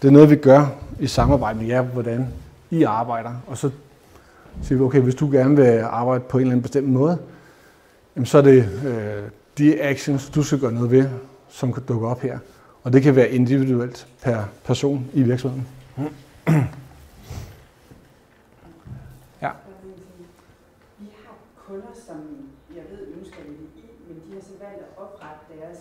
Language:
Danish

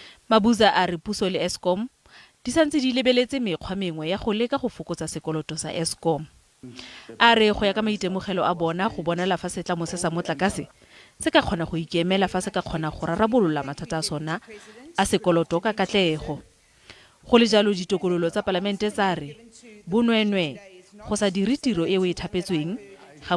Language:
Tswana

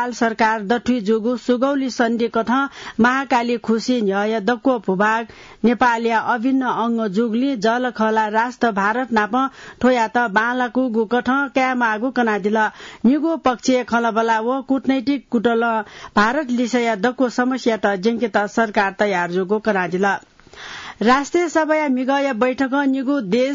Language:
Newari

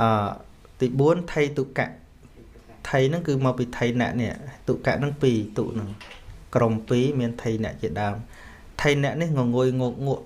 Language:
Khmer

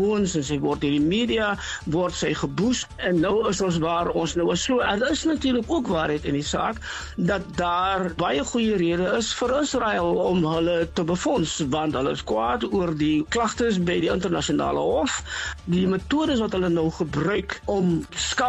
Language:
Afrikaans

